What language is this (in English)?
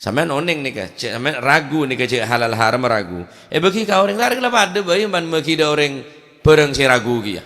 Madurese